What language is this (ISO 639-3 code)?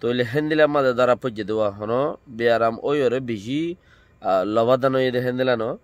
rhg